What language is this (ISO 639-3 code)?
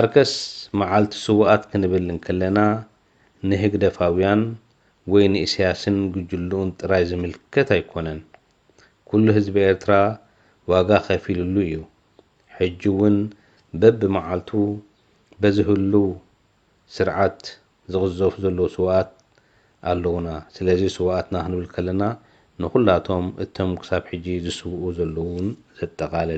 tir